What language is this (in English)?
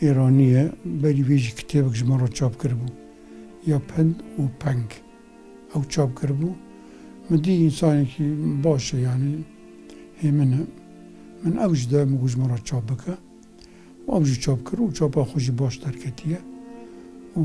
Kurdish